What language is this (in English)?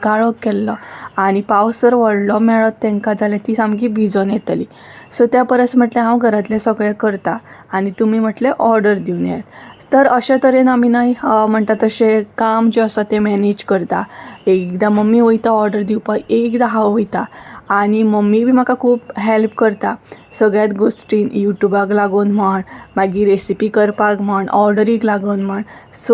Konkani